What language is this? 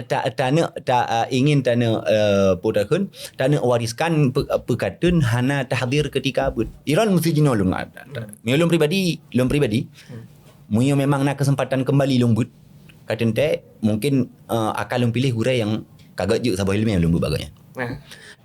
Achinese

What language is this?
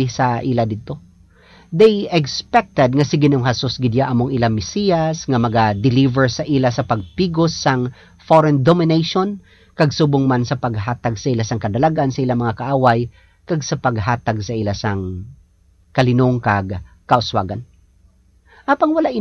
Hiligaynon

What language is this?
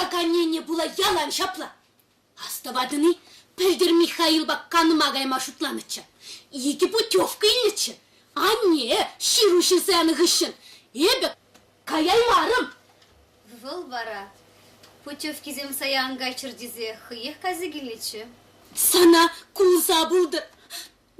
Chuvash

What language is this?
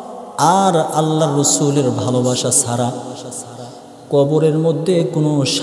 Bangla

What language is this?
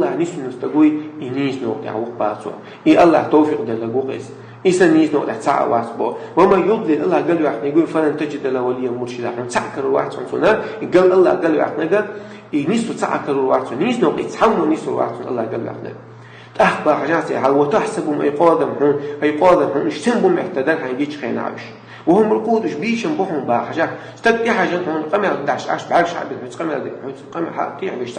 Chechen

